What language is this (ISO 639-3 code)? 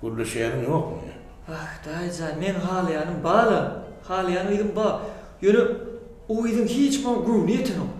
tuk